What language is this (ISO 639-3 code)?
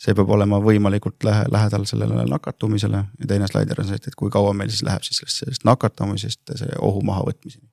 est